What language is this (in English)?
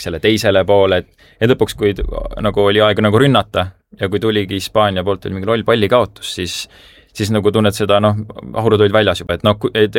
Estonian